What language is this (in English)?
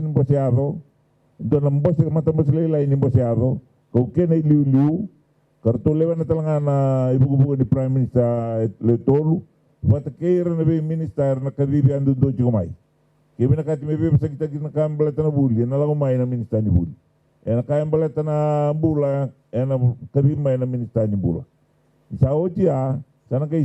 Fijian